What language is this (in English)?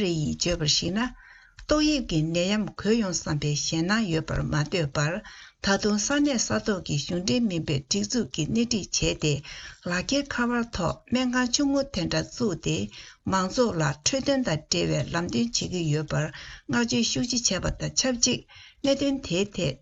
Tibetan